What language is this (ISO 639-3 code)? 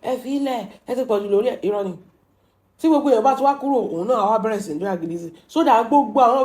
yor